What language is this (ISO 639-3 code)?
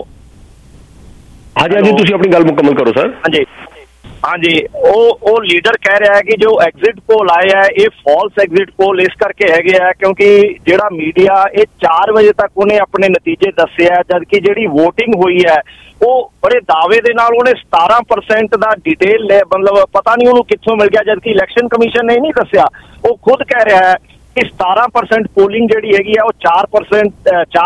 pan